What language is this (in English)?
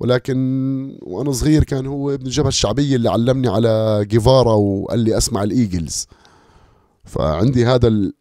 North Levantine Arabic